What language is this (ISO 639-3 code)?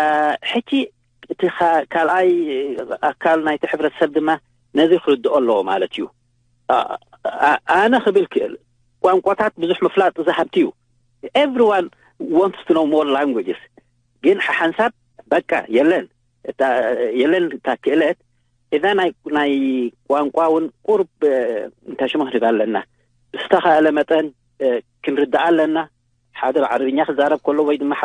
tir